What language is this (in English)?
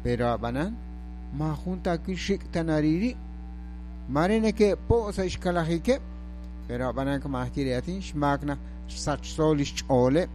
Kekchí